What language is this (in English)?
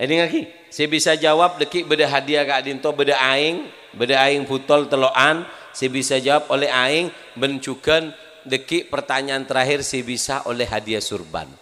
Madurese